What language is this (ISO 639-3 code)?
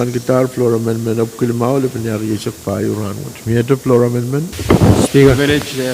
pon